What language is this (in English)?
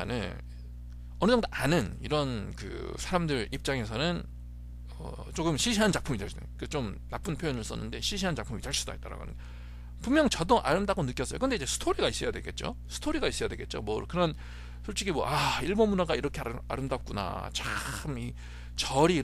Korean